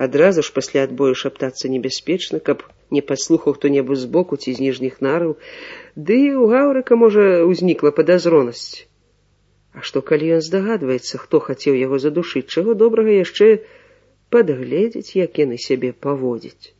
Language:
Belarusian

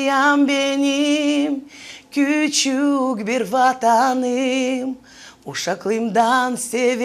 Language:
Gagauz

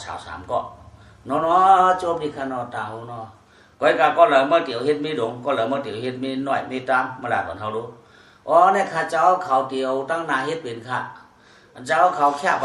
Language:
Shan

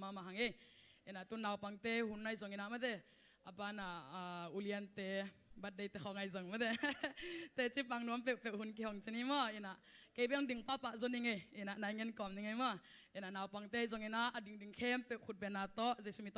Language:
Tedim Chin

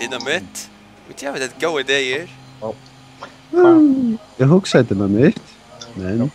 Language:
Faroese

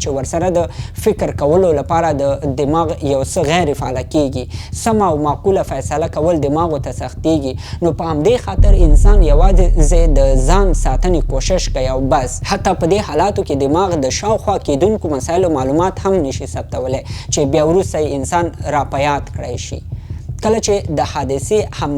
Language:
Pashto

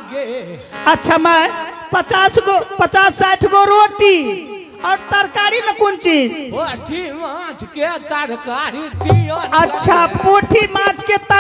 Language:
Angika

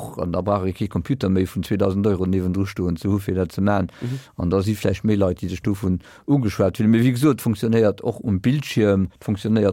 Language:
Luxembourgish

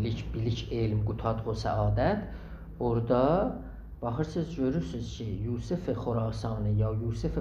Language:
South Azerbaijani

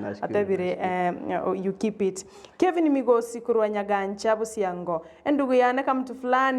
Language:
Gusii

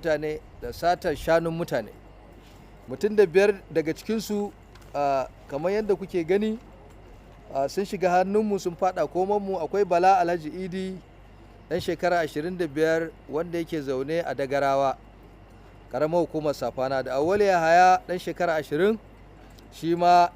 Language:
Hausa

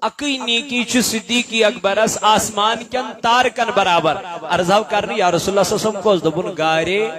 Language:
Kashmiri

